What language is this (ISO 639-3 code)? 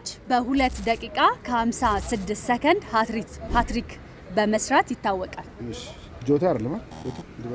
amh